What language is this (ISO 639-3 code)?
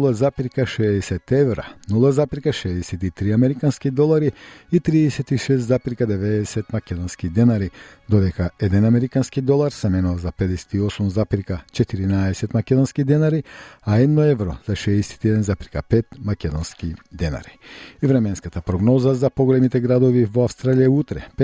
mkd